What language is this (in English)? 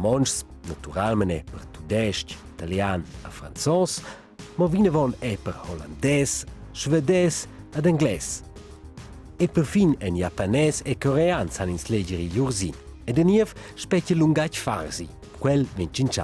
Romansh